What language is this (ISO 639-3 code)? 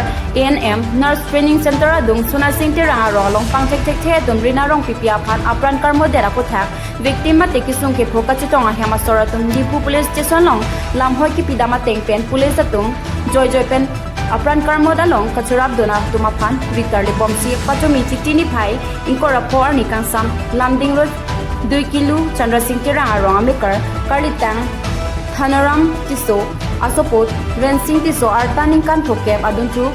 mjw